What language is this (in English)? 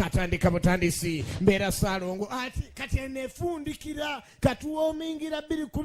Ganda